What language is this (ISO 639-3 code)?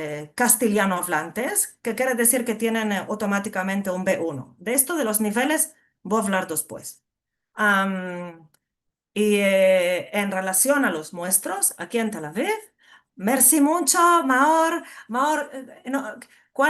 lad